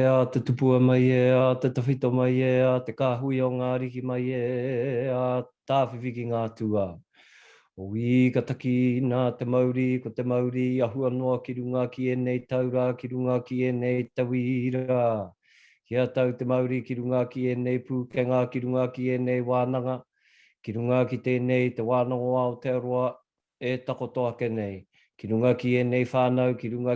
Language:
Māori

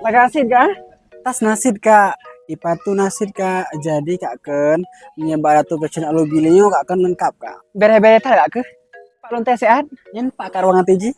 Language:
Achinese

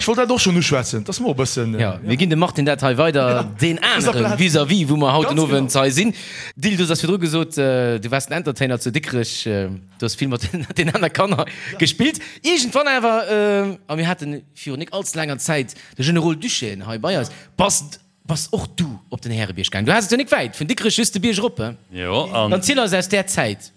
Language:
Luxembourgish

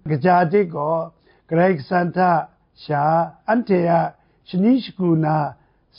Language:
Kachin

